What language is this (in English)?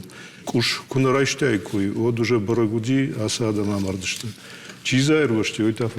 Ossetic